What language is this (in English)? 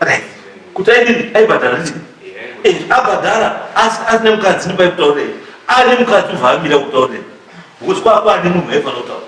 Shona